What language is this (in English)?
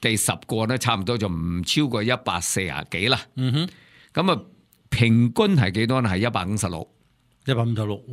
Cantonese